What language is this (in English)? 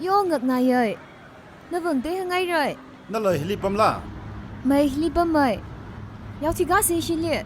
Tangkhul Naga (India)